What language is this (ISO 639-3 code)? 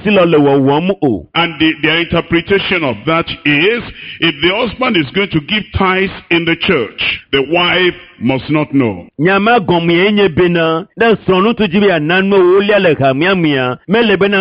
ewe